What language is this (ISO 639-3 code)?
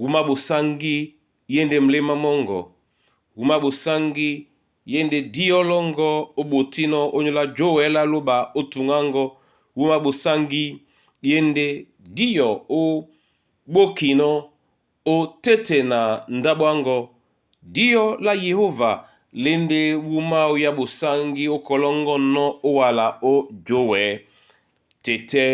dua